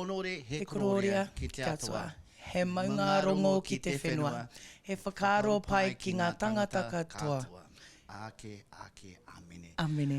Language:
Māori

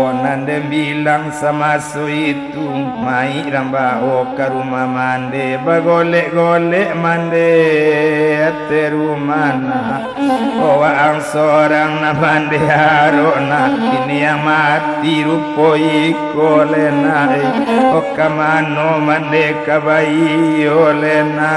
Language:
Minangkabau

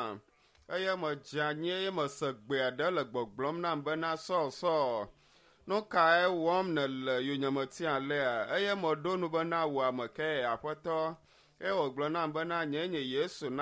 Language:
Ewe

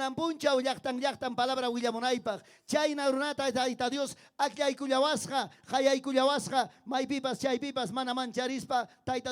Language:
Ayacucho Quechua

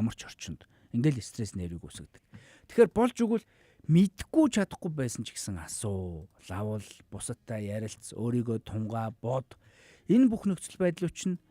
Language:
Mongolian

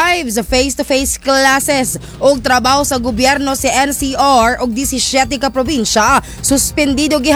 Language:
Cebuano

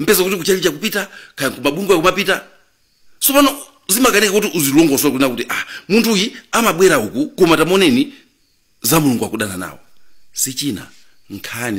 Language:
Nyanja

